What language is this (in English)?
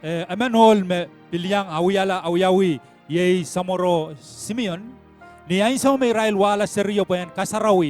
Pohnpeian